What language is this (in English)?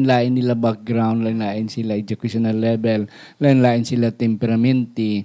Hiligaynon